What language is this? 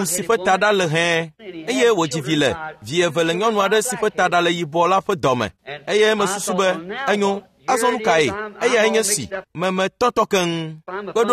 Ewe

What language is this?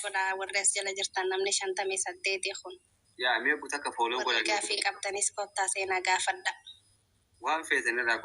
Oromo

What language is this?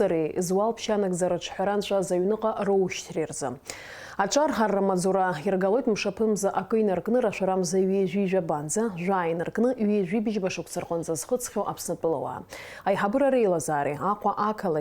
Abkhazian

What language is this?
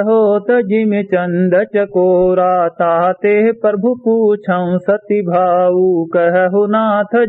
Awadhi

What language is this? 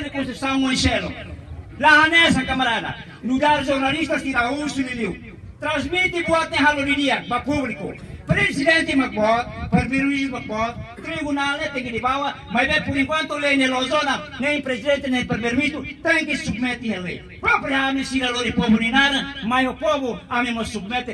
Tetum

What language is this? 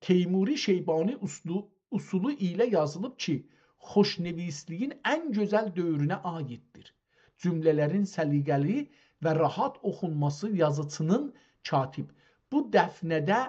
South Azerbaijani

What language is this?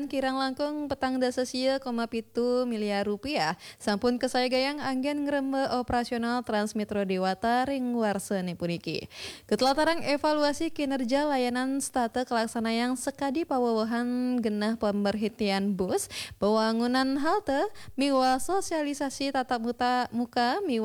Balinese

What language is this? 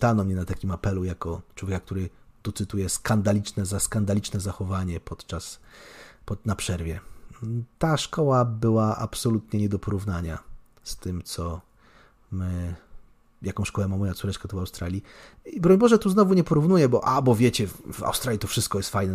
Polish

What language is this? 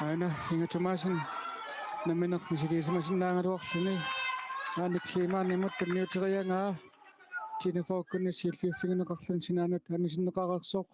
Kalaallisut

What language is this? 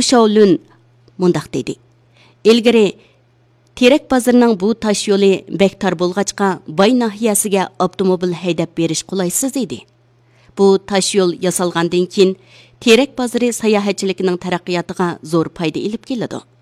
Uyghur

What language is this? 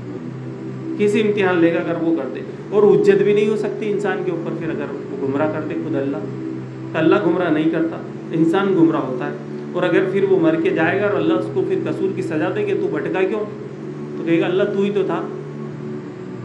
Urdu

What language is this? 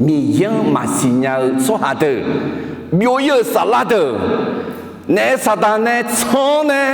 Akha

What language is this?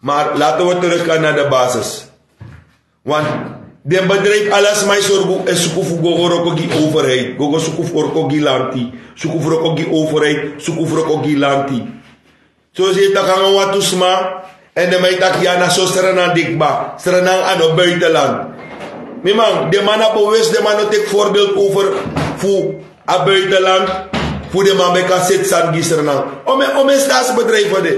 Sranan Tongo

